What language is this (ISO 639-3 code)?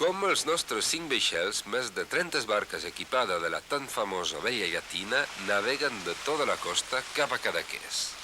oci